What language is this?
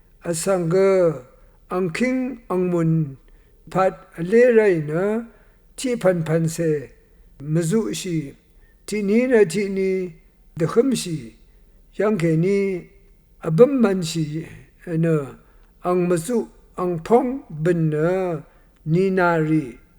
Rawang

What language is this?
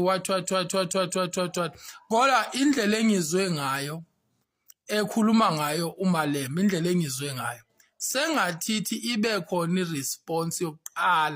Zulu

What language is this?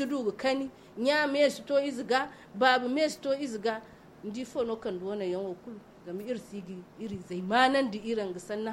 Zarma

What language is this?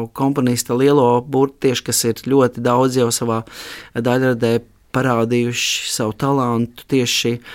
Latvian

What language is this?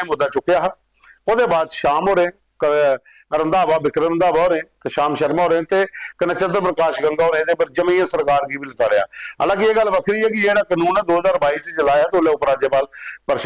Dogri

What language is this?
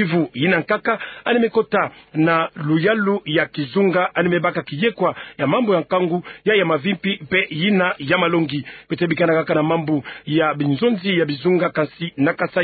Kituba (Democratic Republic of Congo)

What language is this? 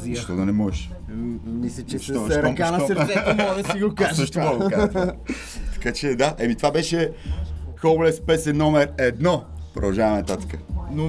Bulgarian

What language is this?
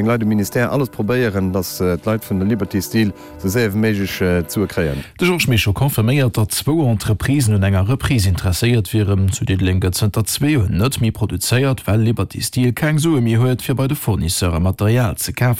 Luxembourgish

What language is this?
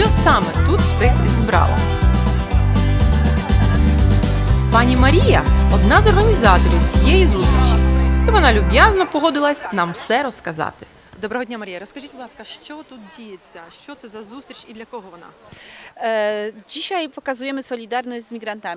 Ukrainian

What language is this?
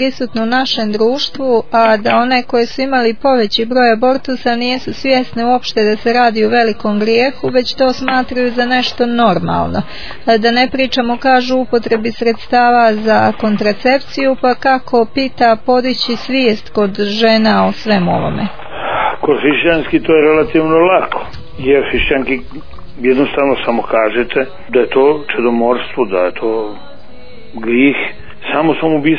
Bosnian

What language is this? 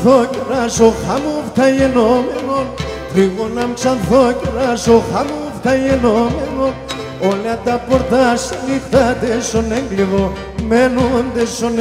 Greek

